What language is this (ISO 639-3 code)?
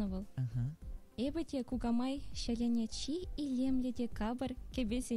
chv